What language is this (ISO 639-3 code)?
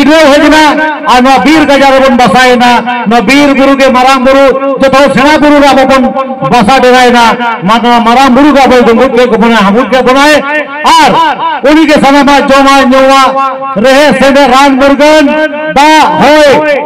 sat